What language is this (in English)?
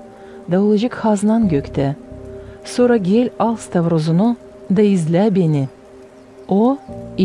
Gagauz